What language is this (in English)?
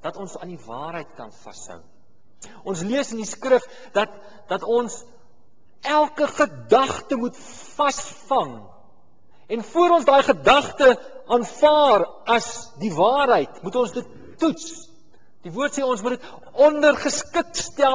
Afrikaans